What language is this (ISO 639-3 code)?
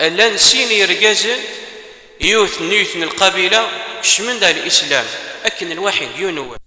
kab